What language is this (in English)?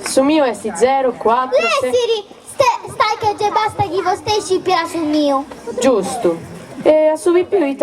Sardinian